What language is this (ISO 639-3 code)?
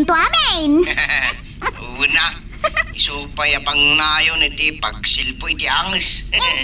ilo